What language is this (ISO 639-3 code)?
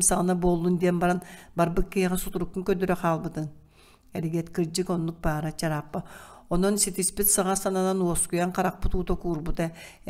sah